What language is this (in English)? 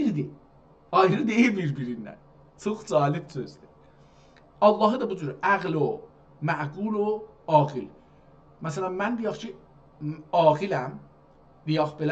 South Azerbaijani